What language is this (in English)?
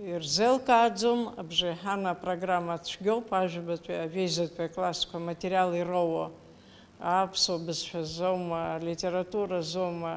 Abkhazian